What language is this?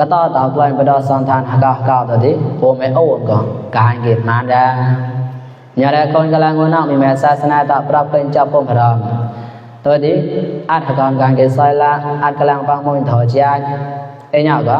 Mon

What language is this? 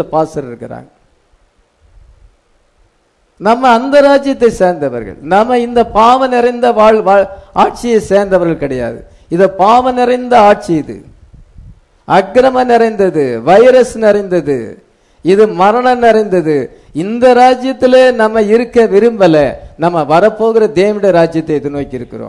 Tamil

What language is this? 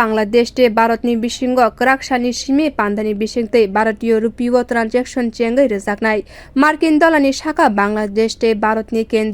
Kok Borok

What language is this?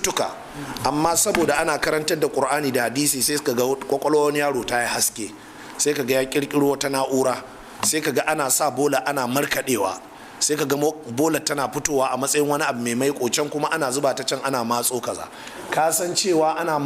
Hausa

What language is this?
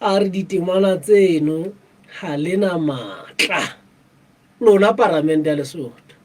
Southern Sotho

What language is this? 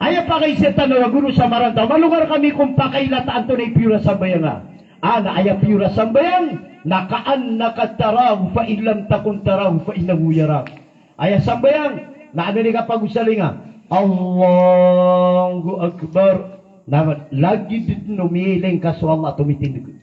Maranao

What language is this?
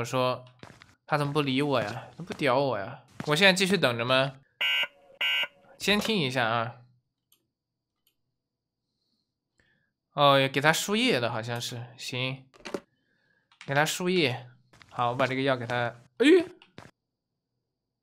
Chinese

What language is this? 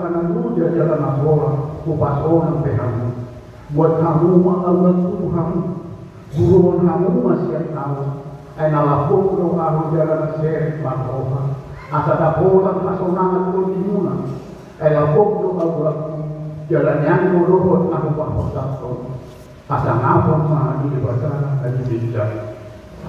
Batak Toba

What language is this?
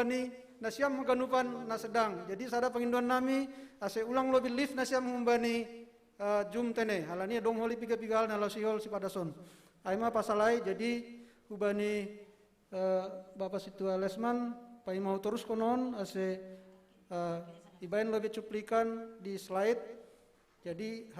Batak Simalungun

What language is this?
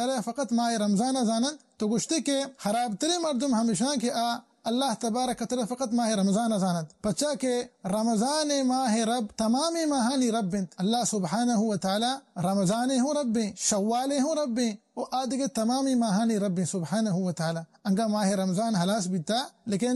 Baluchi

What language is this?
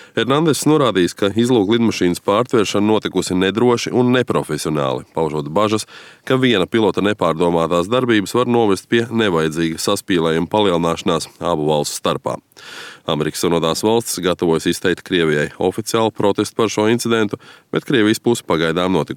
Latvian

